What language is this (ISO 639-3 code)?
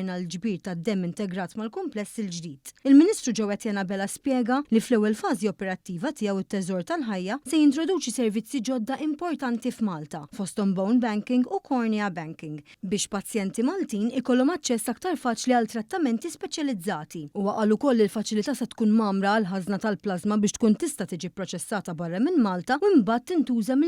mlt